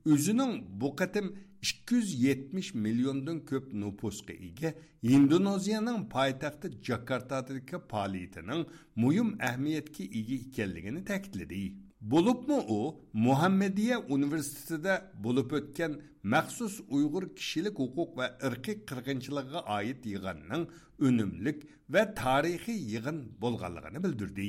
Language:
Uyghur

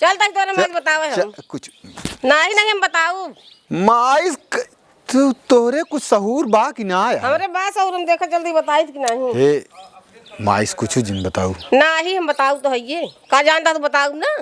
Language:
Awadhi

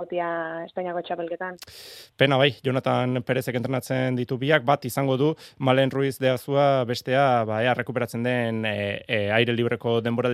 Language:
Basque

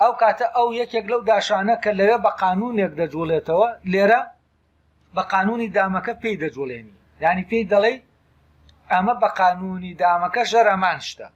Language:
Central Kurdish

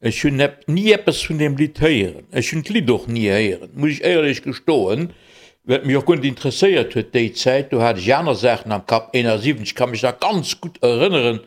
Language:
Luxembourgish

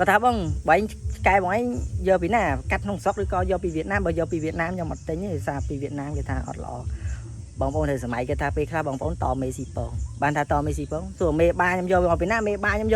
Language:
Khmer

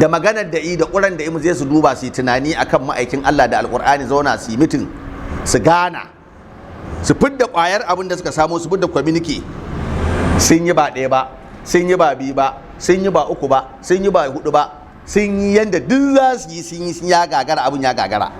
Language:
Hausa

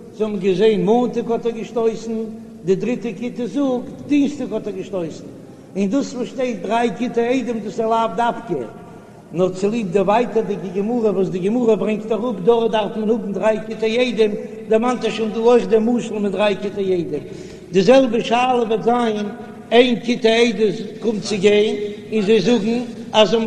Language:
Yiddish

